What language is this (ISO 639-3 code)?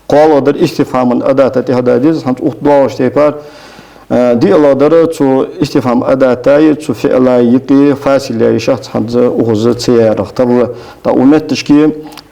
inh